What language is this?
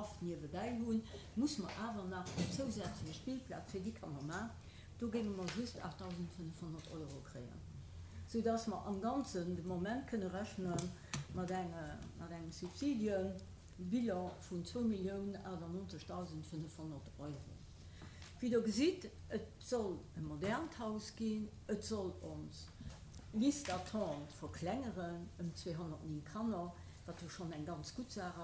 Luxembourgish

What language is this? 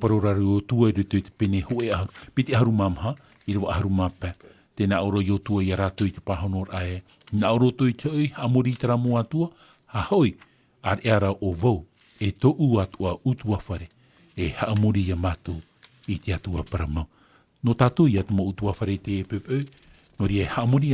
Tahitian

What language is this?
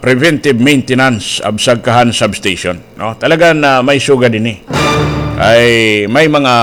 Waray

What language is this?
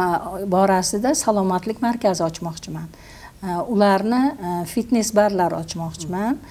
Uzbek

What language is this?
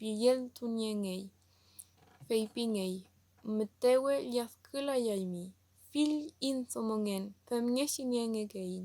Mapuche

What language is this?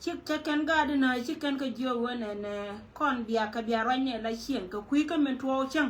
Nuer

